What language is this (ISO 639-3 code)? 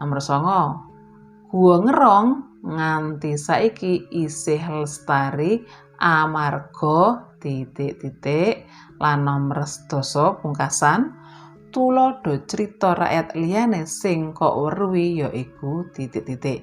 jav